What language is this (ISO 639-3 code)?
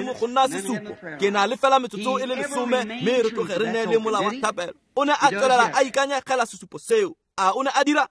tsn